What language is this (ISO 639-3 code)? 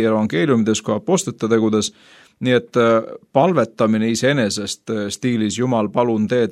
est